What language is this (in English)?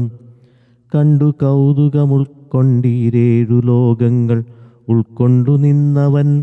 Malayalam